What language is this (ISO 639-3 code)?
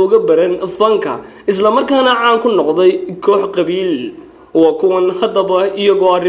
som